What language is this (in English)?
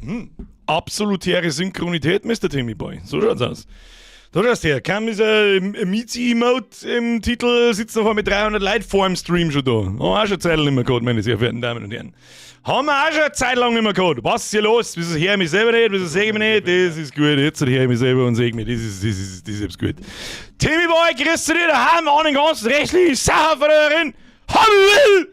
Bavarian